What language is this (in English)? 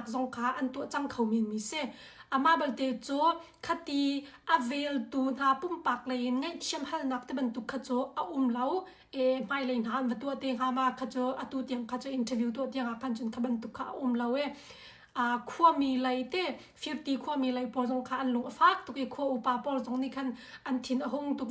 Hakha Chin